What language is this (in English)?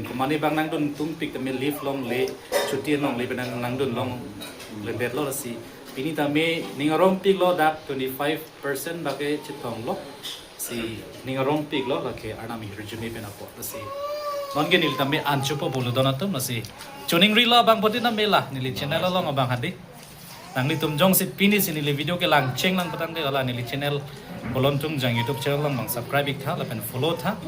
Karbi